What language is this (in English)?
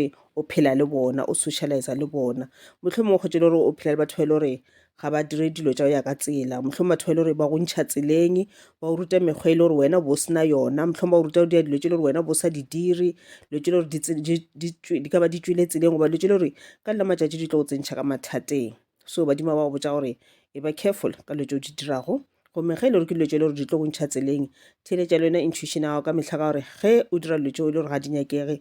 Northern Sotho